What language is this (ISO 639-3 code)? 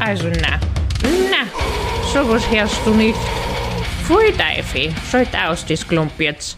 bar